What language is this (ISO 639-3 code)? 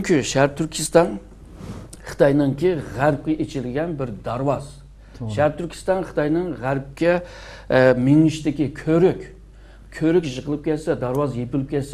uig